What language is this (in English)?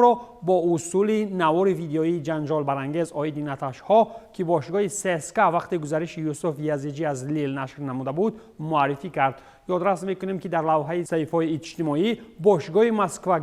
Tajik